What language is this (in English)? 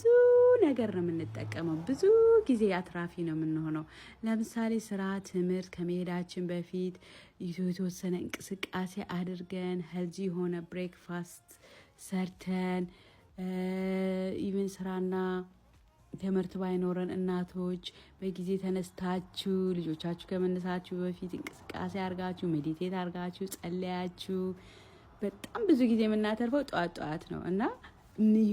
Amharic